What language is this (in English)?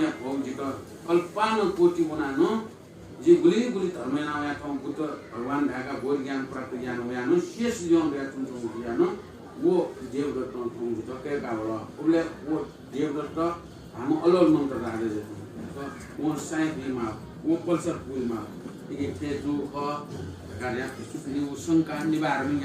Newari